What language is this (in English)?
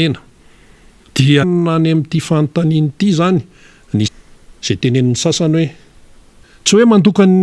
Malagasy